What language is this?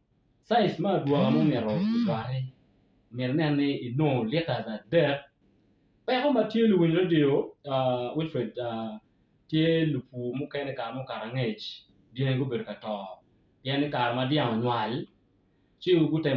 Acoli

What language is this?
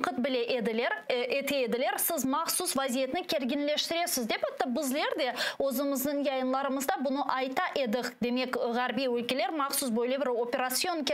Crimean Tatar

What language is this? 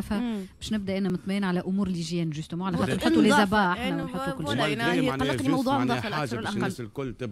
Tunisian Arabic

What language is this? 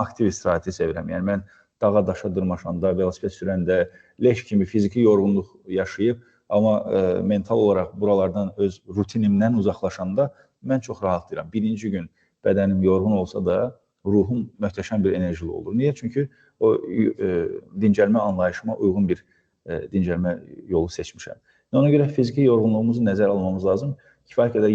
Azerbaijani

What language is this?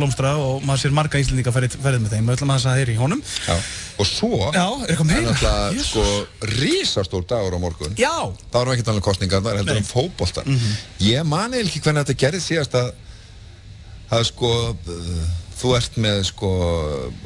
Icelandic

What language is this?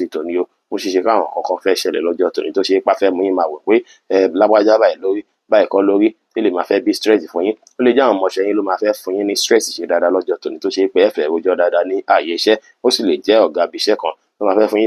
Yoruba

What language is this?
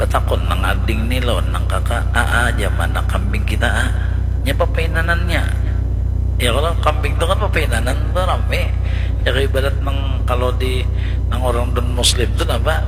Banjar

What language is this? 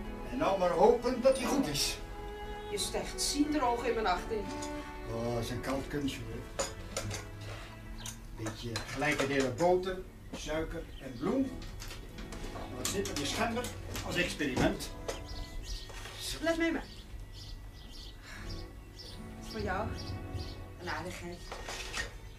Dutch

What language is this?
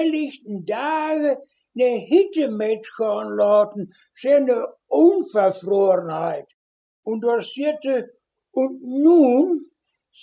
Westphalien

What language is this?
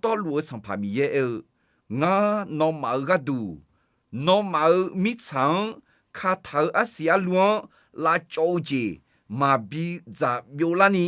Akha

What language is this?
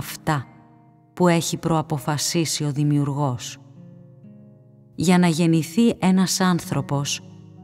Greek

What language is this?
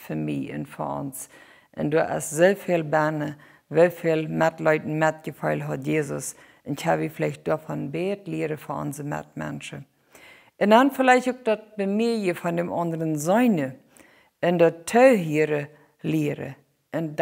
Plautdietsch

